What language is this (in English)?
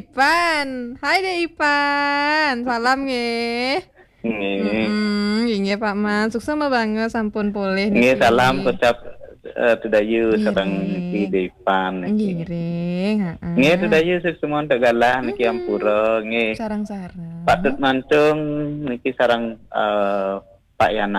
Balinese